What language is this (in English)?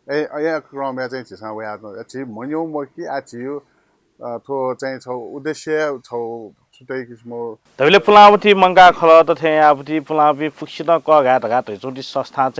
Newari